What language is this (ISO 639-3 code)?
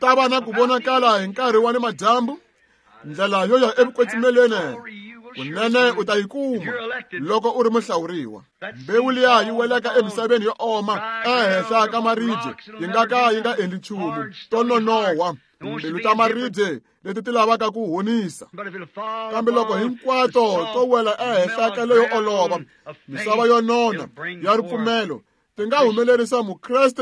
tso